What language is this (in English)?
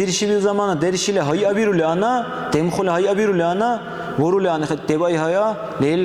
Dargwa